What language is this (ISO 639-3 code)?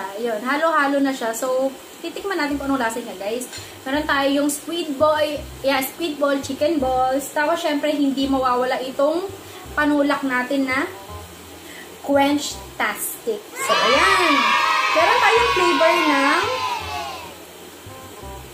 fil